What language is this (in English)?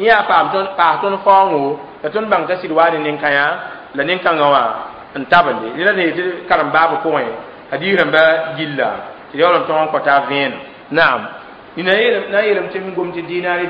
Mossi